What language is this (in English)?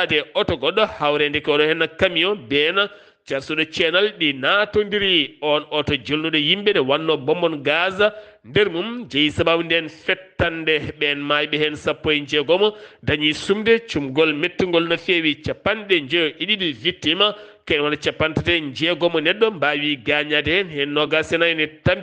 Fula